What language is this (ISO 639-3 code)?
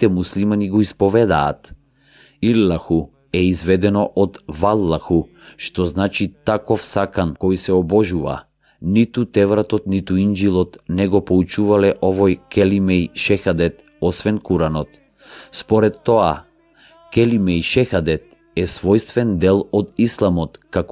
mkd